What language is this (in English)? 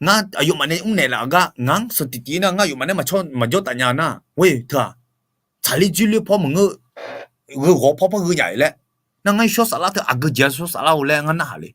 Akha